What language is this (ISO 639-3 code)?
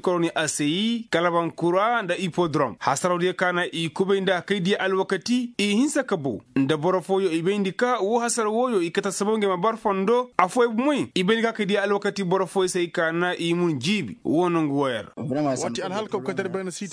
ses